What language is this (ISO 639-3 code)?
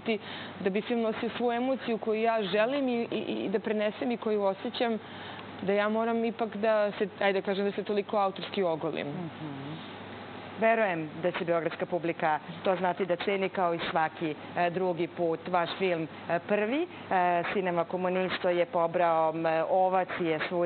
srp